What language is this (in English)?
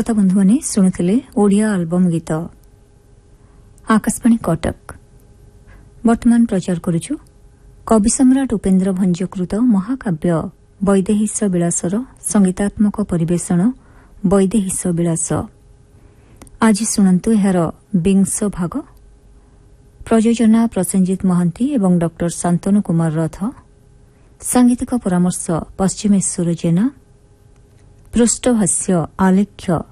Odia